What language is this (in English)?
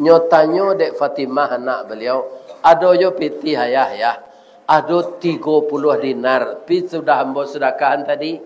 Minangkabau